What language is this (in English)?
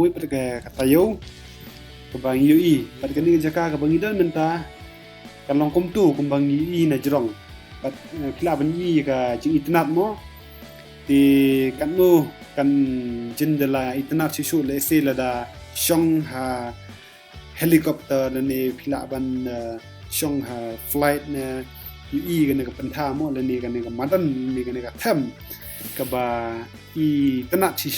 Khasi